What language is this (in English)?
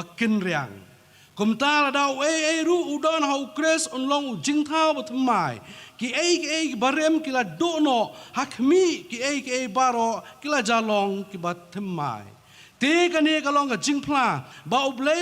Khasi